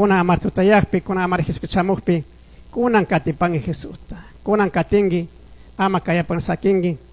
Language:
Chimborazo Highland Quichua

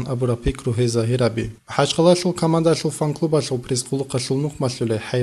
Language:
Avaric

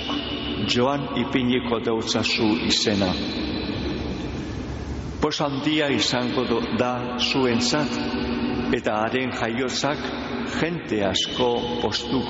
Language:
Basque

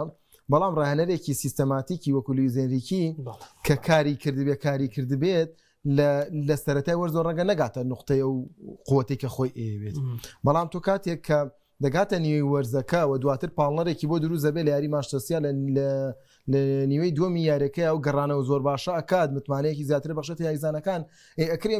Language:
Central Kurdish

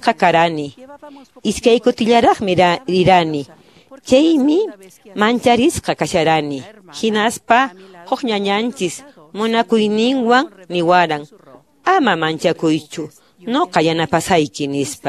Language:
Quechua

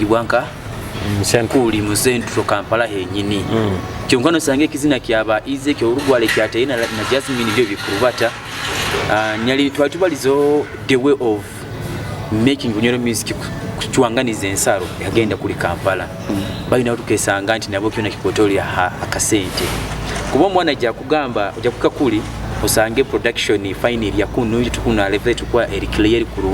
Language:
Nyoro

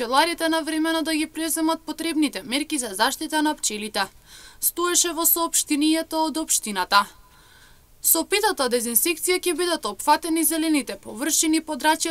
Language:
Macedonian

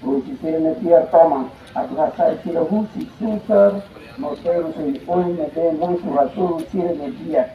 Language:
Tetum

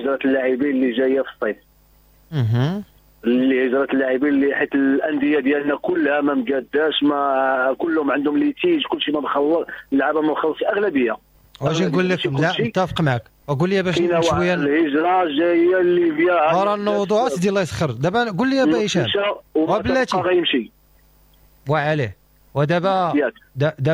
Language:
Moroccan Arabic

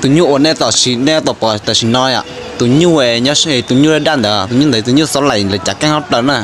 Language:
Hmong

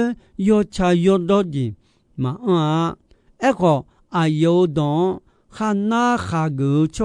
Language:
Akha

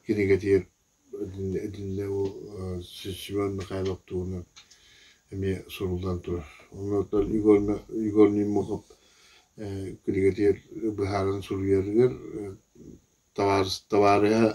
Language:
Yakut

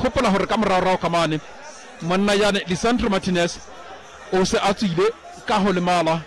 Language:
Southern Sotho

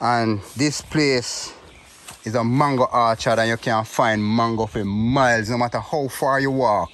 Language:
Jamaican Creole English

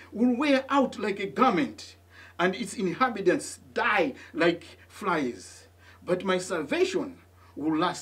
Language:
English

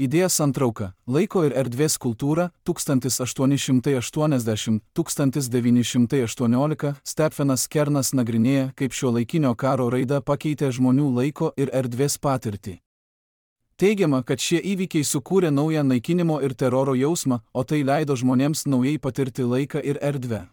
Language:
Lithuanian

